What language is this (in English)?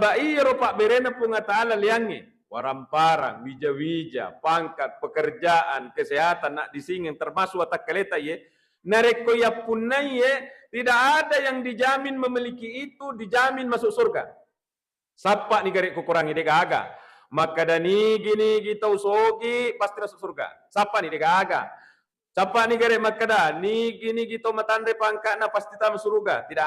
Buginese